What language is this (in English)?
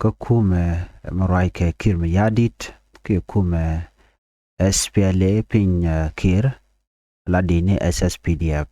Nuer